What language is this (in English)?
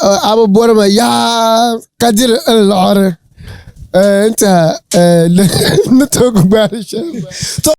Dagbani